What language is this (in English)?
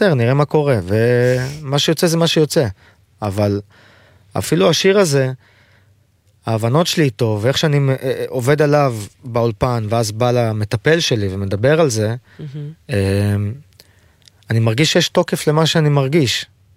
Hebrew